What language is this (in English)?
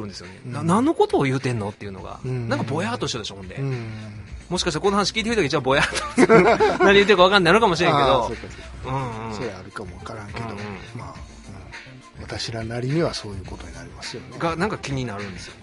Japanese